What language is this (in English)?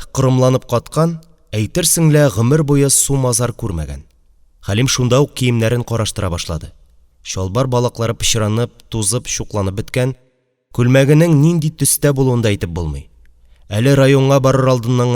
Tatar